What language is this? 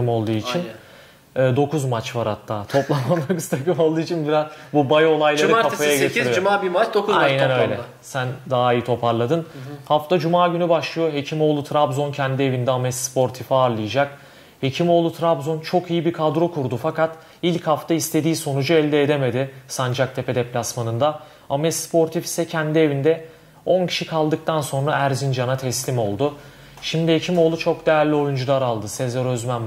Turkish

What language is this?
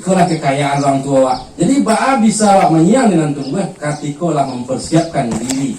Minangkabau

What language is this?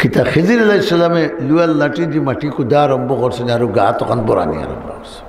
Sylheti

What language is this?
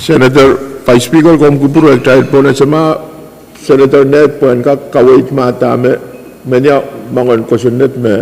Pohnpeian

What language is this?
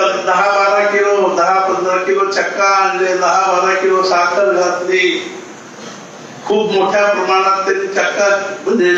Marathi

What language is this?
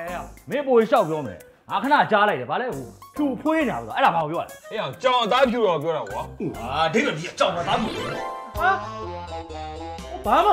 Burmese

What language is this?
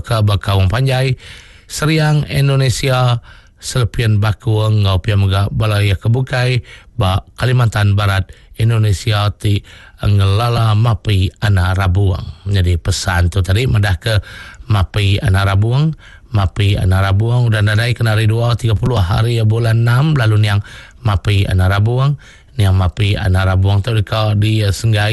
Iban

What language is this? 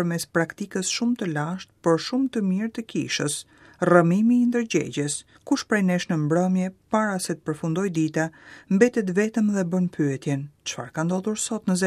Albanian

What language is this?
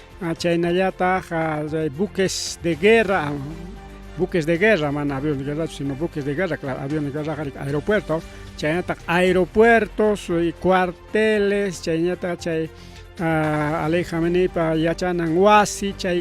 Ayacucho Quechua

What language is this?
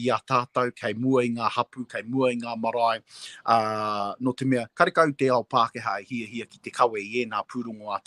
Māori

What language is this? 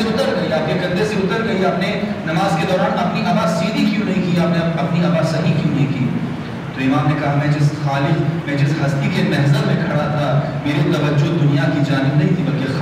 Urdu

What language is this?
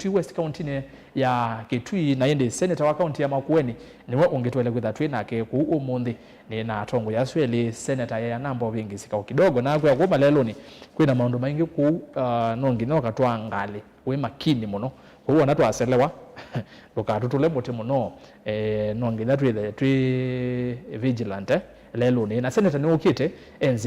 Kamba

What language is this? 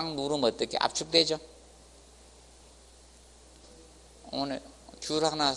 Korean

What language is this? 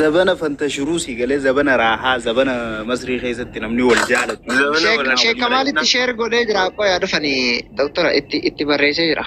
Oromo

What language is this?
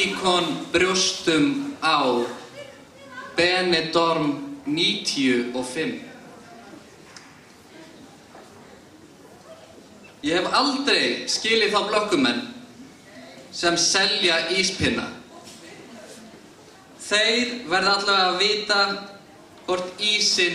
Icelandic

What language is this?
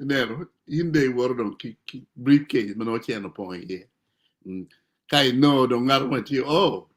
Acoli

